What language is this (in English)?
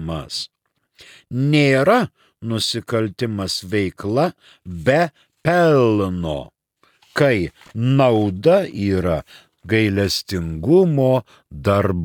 Lithuanian